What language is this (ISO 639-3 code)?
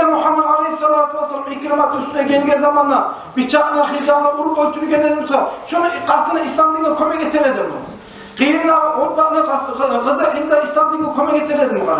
kum